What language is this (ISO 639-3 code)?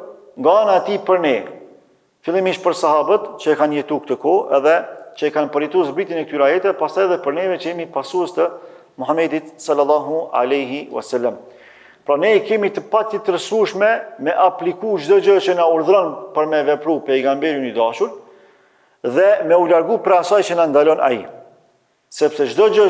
sqi